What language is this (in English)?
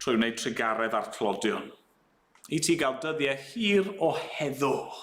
Welsh